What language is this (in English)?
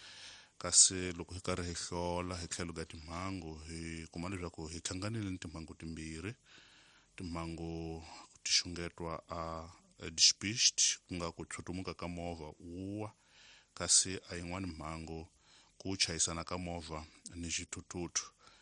Tsonga